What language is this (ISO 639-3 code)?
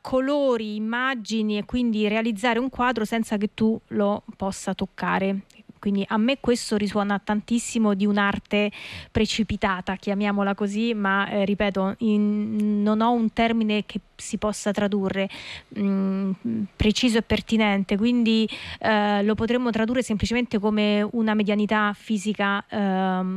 ita